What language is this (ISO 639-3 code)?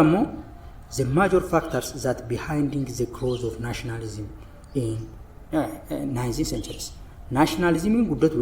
orm